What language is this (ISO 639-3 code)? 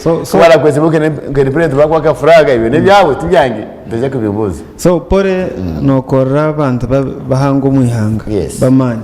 nyn